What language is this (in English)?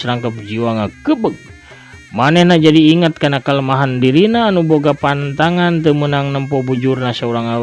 Sundanese